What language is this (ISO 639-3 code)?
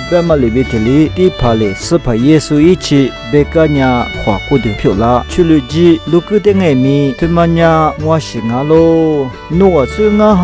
lis